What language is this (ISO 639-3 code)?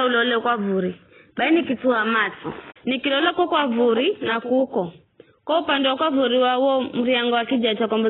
nyf